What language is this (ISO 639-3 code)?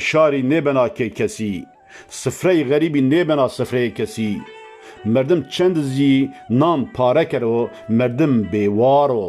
zza